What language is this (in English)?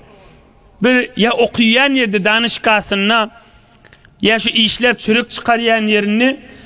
Turkmen